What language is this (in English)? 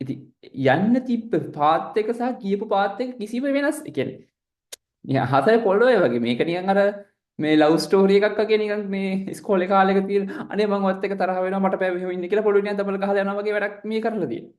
Sinhala